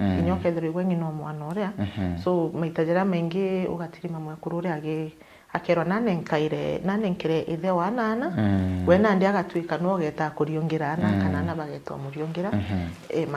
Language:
Meru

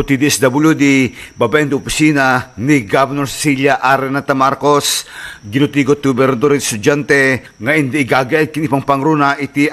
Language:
Iloko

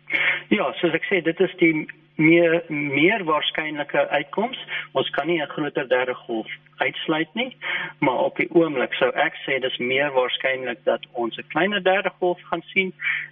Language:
Afrikaans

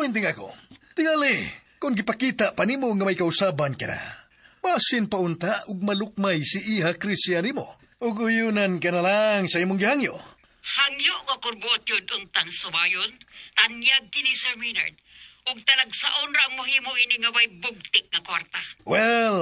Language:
Cebuano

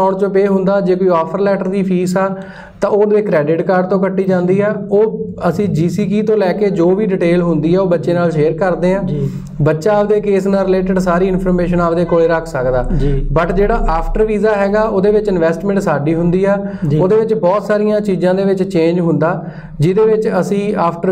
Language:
Punjabi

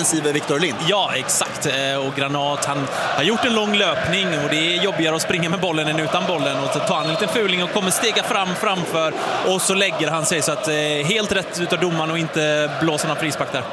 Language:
Swedish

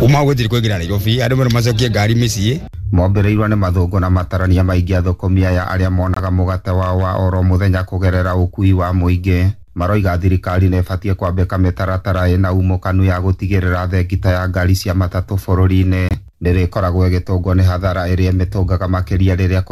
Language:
Kikuyu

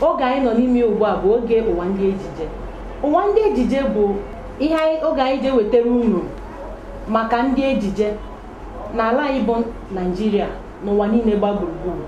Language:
Igbo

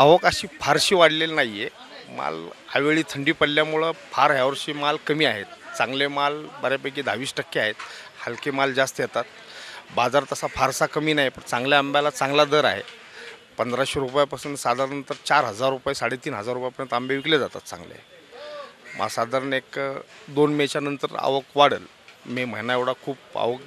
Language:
Marathi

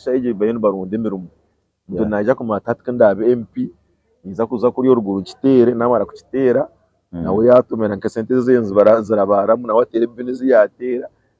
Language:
Nyankole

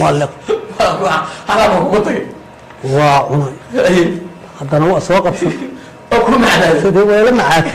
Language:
Somali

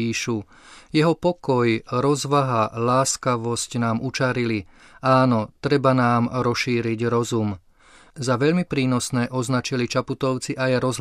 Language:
Slovak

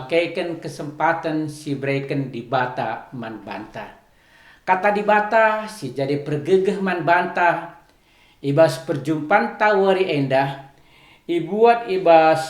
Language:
Batak Karo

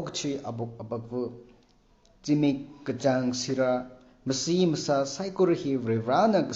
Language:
Tangkhul Naga (India)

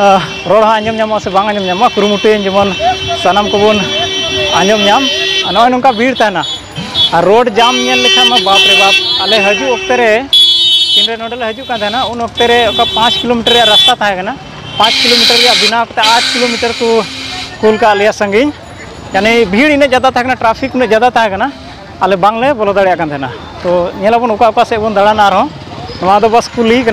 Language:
Santali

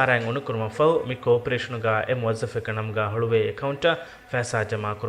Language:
Divehi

